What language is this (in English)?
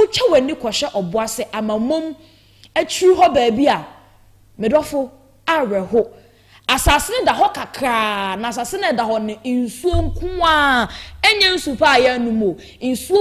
Akan